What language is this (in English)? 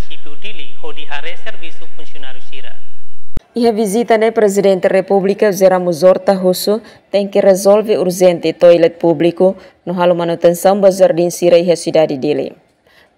Tetum